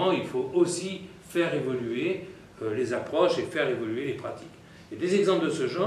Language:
French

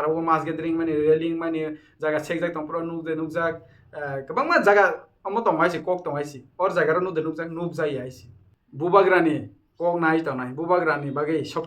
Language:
Kok Borok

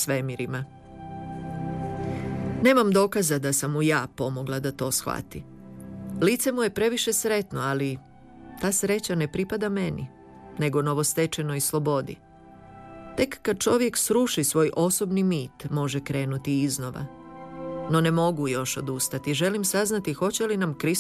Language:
Croatian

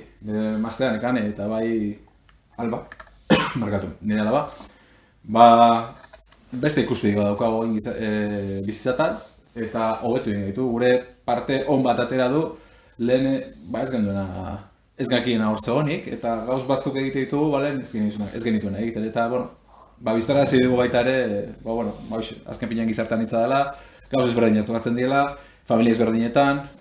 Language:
Basque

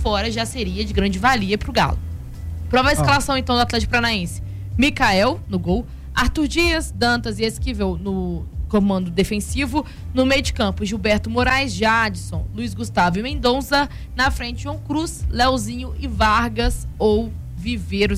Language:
Portuguese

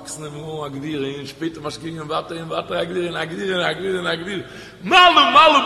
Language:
Yiddish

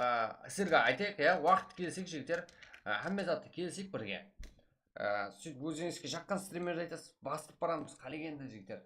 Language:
Kara-Kalpak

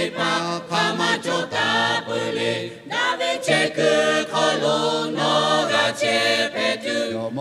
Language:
Lahu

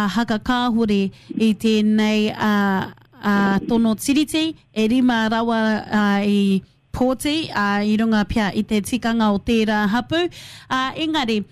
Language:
Māori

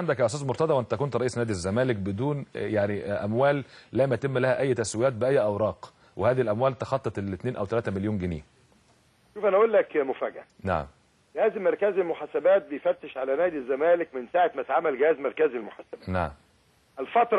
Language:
Egyptian Arabic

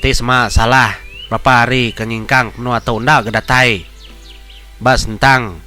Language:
Iban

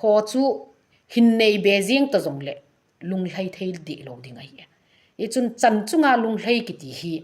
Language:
Thado Chin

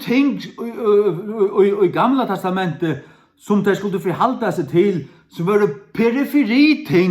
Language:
Faroese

